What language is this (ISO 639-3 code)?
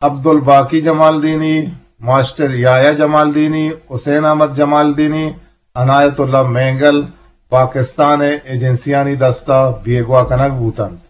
bgp